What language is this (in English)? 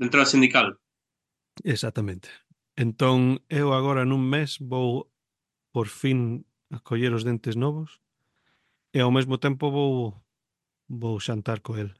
Galician